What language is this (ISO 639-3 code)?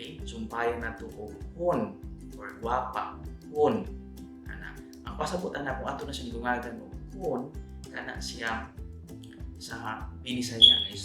ceb